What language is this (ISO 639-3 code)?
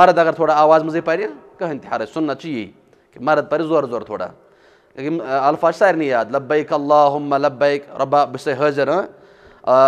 kas